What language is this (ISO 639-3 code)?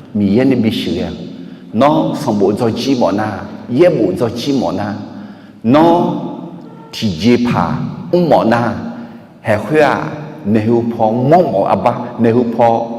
ahk